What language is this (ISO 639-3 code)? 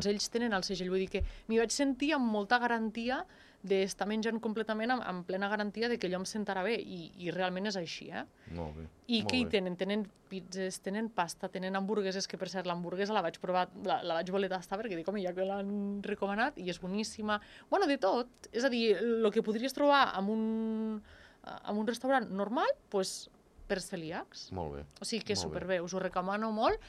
cat